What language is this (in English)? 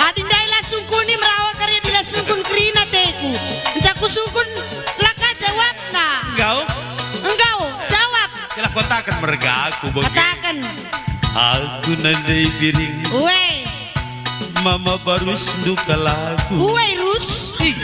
Batak Karo